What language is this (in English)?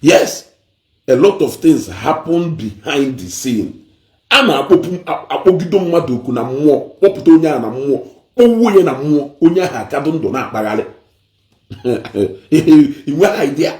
Igbo